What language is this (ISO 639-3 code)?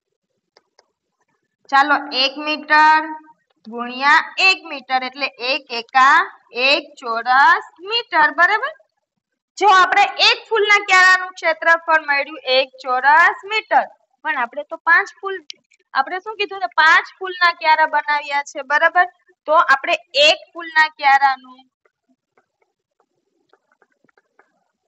guj